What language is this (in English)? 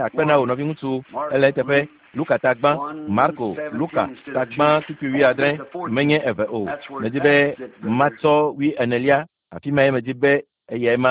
Ewe